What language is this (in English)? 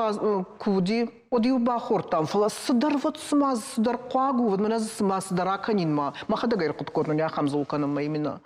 Ossetic